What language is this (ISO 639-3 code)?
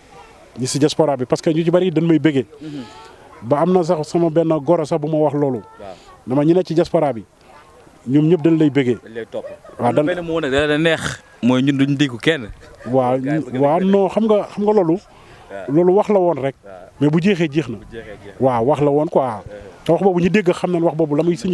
wol